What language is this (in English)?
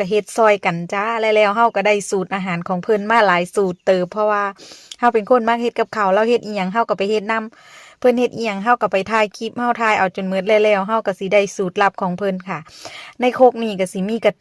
Northeastern Thai